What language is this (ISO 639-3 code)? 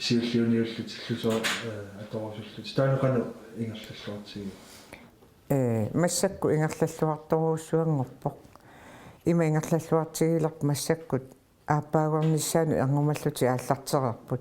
kal